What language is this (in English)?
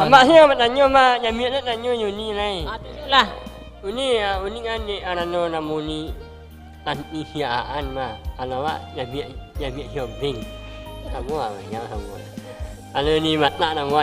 Minangkabau